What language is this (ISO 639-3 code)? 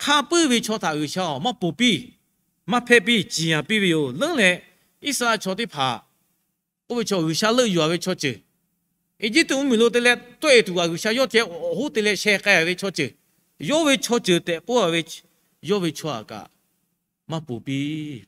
lhu